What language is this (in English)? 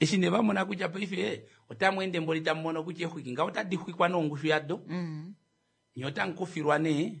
Kuanyama